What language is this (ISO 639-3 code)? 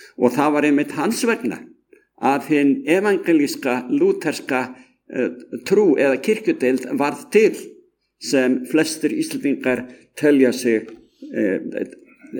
isl